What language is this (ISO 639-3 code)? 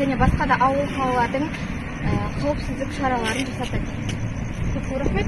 kaz